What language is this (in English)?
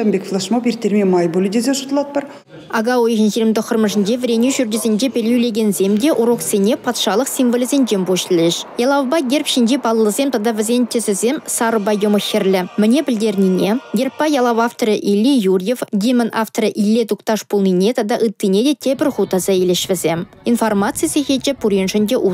Chuvash